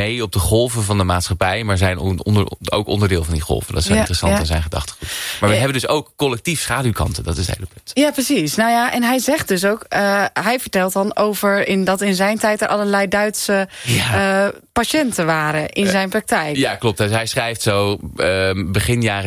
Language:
Dutch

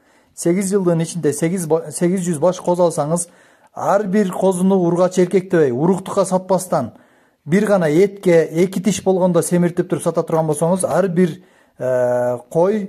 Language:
Kyrgyz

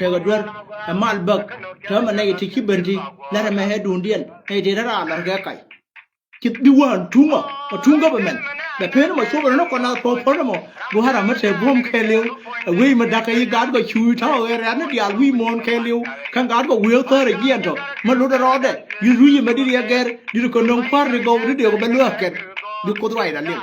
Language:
Nuer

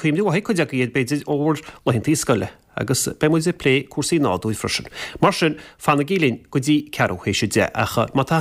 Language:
Irish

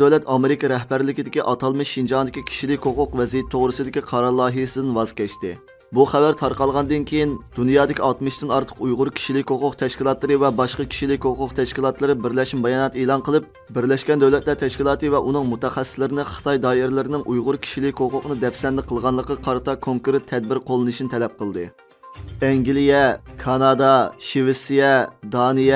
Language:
Uyghur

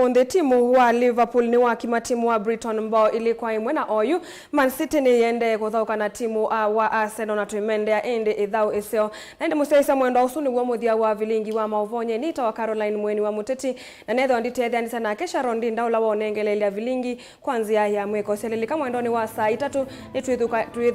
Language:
Kamba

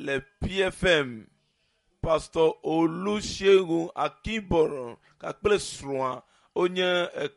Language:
Ewe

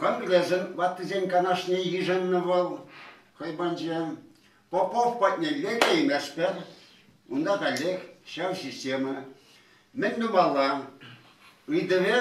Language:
Chuvash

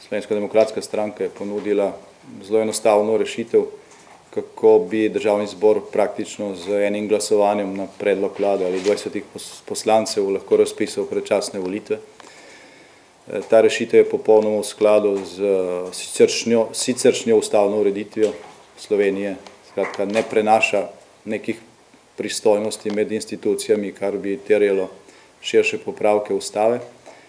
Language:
Slovenian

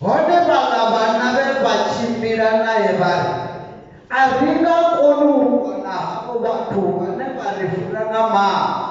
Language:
Venda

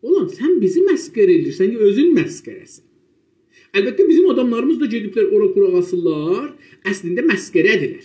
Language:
South Azerbaijani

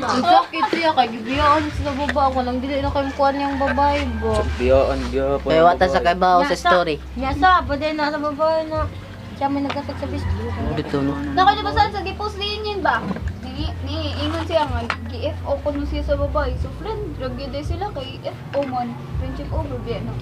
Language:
Cebuano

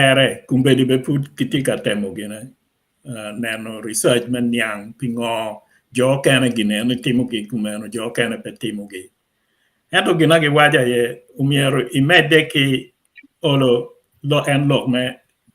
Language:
Acoli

